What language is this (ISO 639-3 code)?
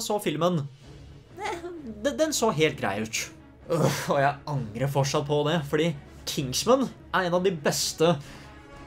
nor